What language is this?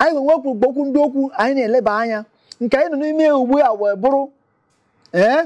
Igbo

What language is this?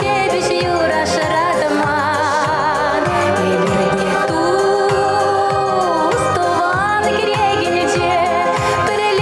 Chuvash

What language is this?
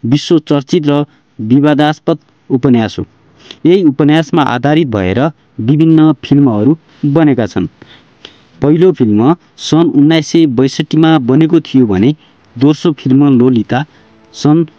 Nepali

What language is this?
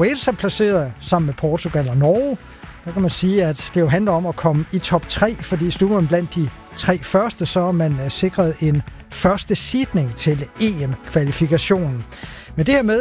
Danish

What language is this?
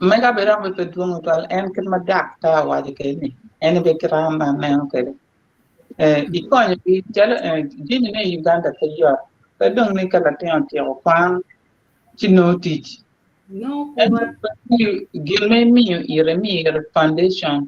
Acoli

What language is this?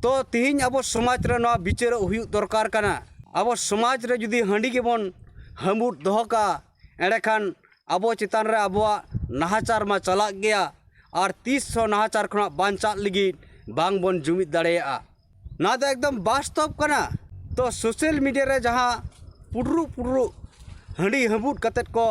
Santali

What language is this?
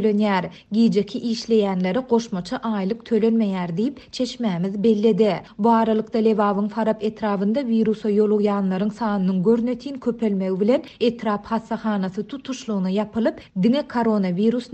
Turkmen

